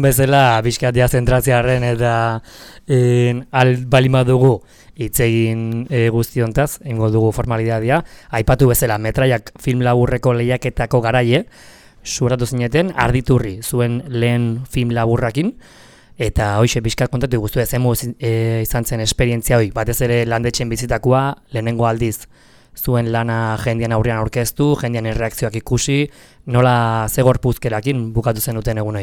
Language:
Basque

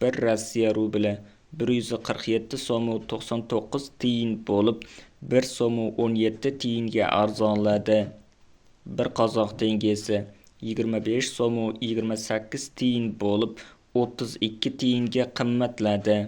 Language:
Uzbek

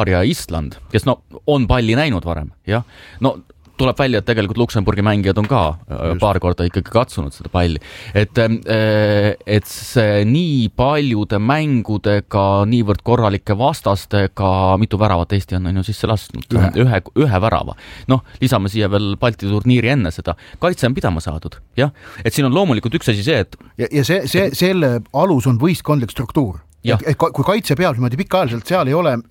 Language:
Estonian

